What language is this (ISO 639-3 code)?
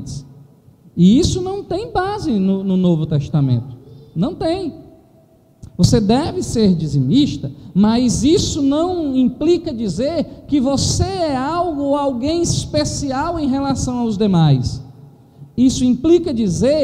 por